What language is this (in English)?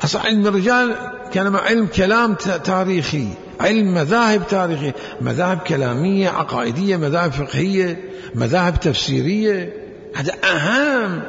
Mesopotamian Arabic